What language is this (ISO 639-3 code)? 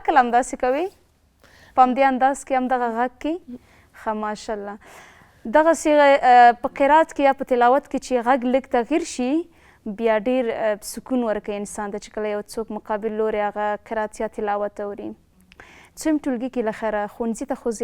pus